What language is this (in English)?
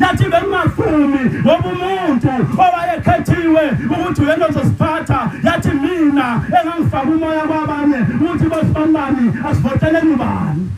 Zulu